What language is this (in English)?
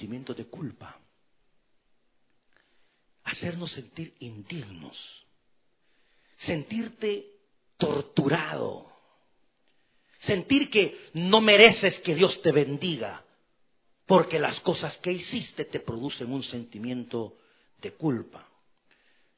Spanish